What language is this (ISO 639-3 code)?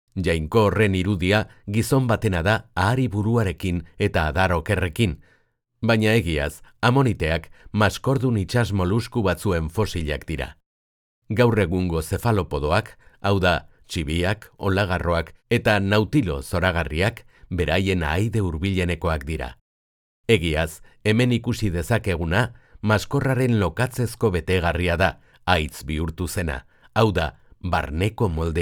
eus